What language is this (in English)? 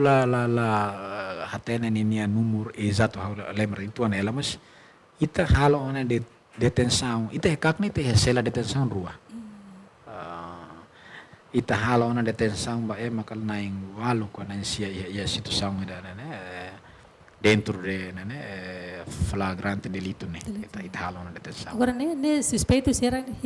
Tetum